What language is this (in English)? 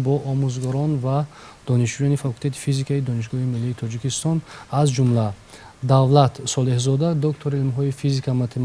Tajik